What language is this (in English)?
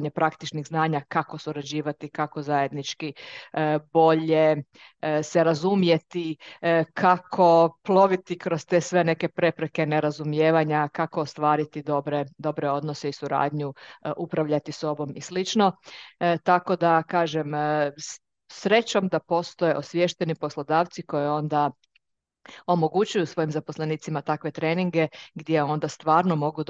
Croatian